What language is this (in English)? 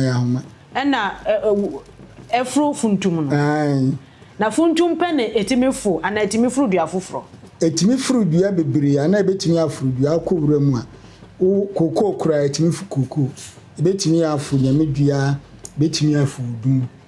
Akan